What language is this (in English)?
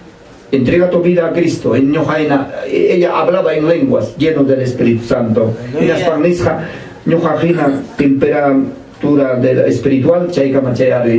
Ayacucho Quechua